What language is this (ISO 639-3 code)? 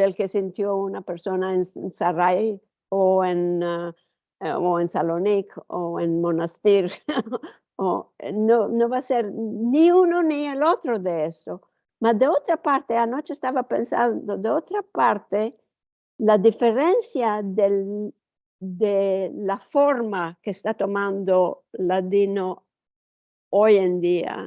lad